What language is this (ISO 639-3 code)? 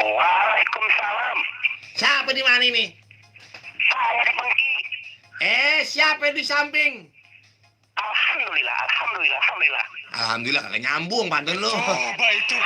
bew